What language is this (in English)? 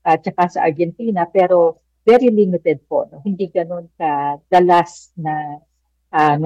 Filipino